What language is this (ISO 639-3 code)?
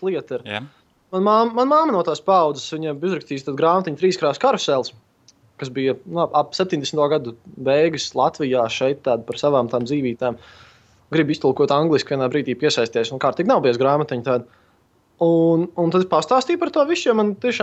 lav